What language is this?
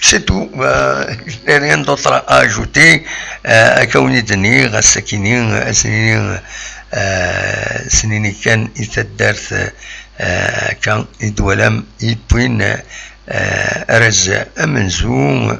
Kabyle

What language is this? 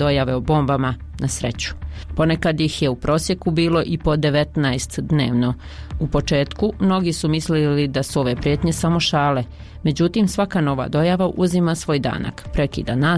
Bosnian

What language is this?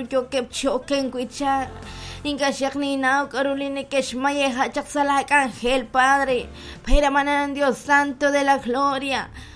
Kekchí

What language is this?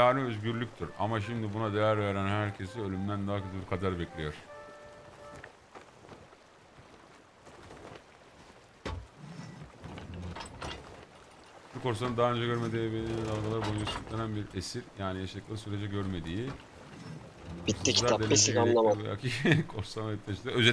Turkish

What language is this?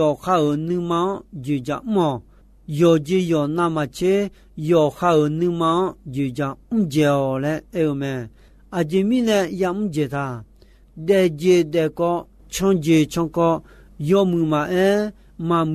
Akha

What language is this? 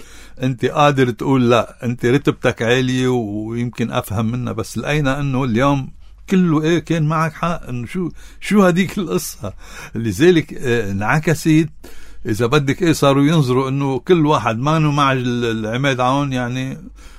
North Levantine Arabic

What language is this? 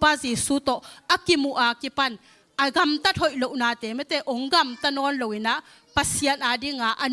Tedim Chin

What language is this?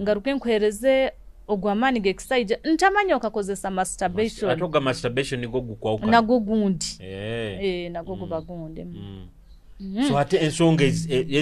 Nyoro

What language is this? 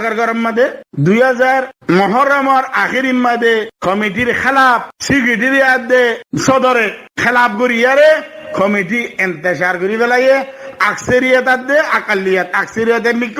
Rohingya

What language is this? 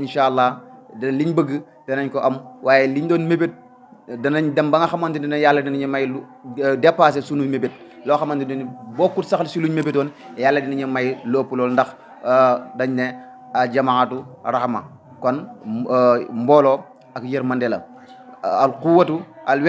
Wolof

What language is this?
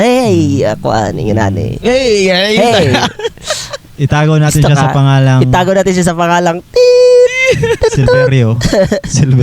Cebuano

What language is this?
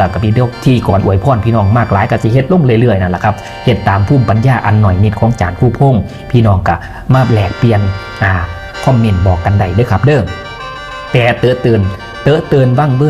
Northeastern Thai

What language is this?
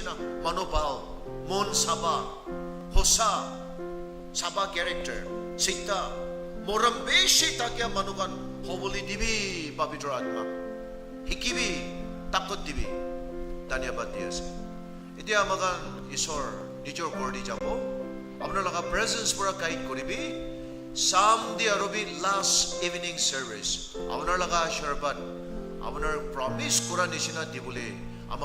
Naga Pidgin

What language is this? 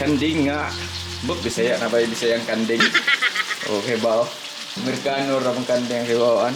Cebuano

